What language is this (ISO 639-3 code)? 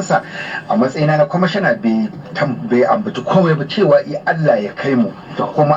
hau